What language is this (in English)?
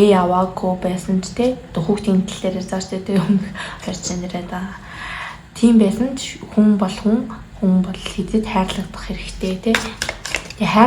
Mongolian